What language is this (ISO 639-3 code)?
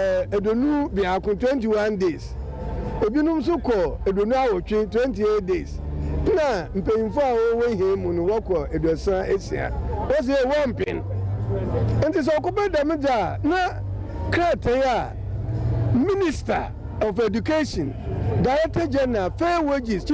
aka